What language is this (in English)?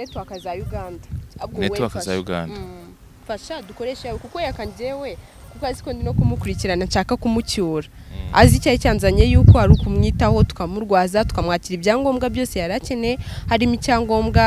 Kinyarwanda